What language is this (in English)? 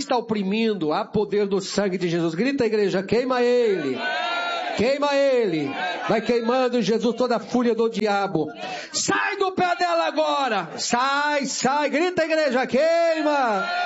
Portuguese